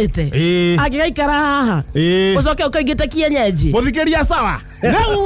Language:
Kikuyu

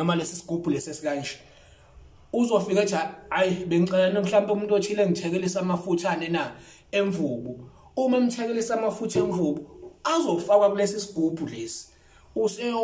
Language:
Zulu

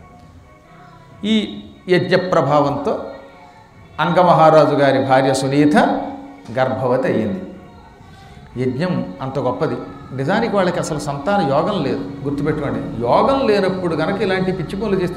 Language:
Telugu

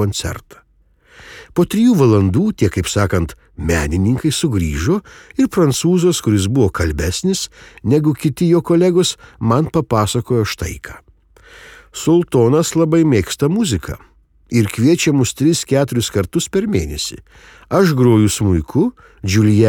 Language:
Lithuanian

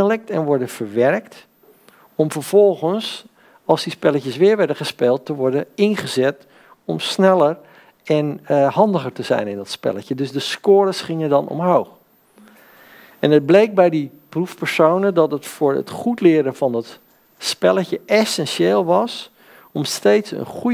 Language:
Dutch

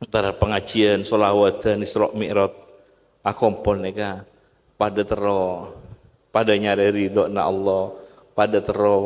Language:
Madurese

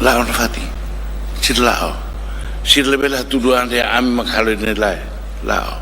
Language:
Tetum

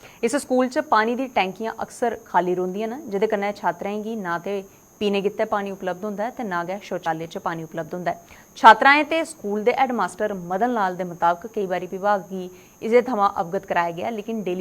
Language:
Dogri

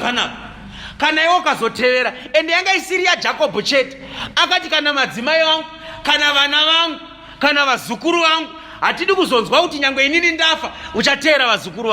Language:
Shona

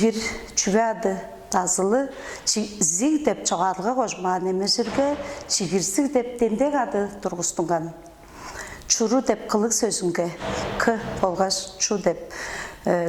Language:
Tuvinian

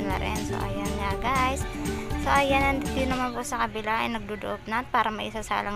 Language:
Filipino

